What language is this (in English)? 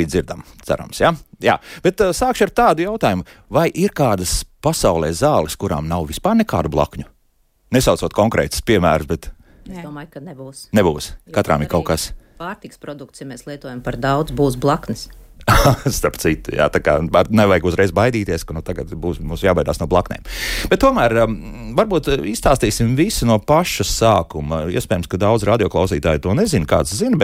Latvian